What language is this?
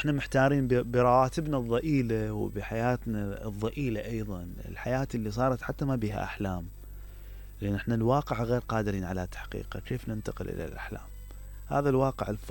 Mesopotamian Arabic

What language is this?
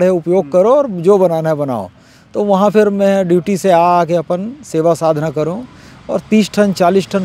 Chhattisgarhi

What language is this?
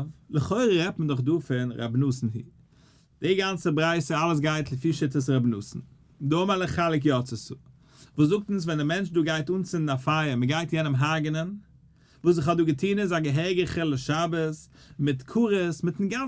Yiddish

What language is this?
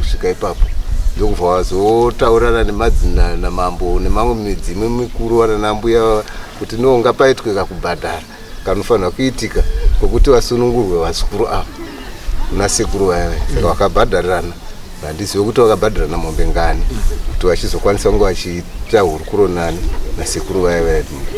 Shona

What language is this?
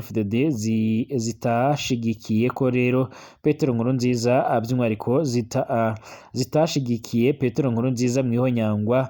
Rundi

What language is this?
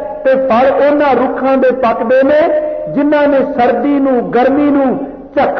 Punjabi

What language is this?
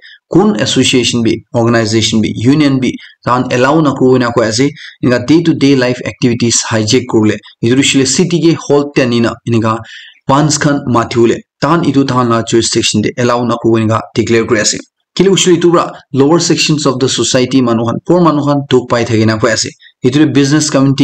Naga Pidgin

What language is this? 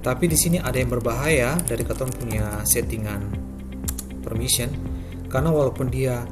Ambonese Malay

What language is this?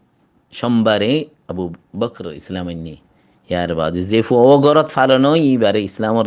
Rohingya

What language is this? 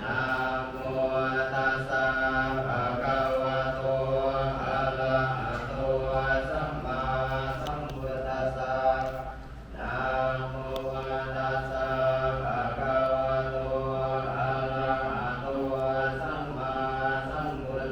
Pali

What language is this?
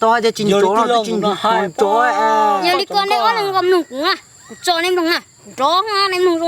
Hmong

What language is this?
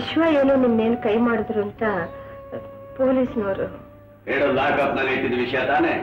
Kannada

